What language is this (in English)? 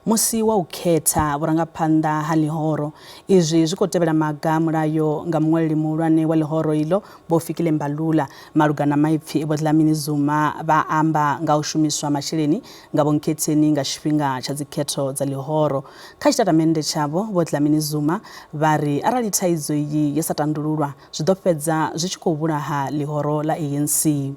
Venda